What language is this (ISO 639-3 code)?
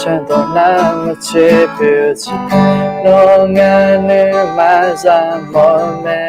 ahk